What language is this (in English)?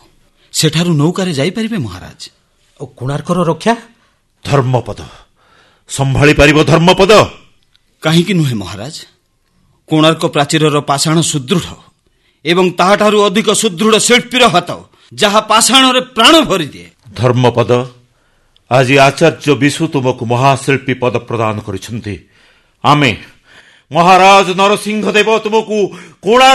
Odia